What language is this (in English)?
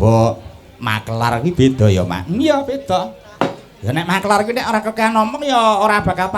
Javanese